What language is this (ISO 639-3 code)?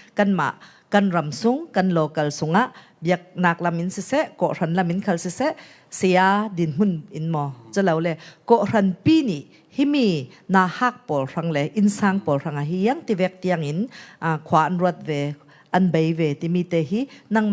cfm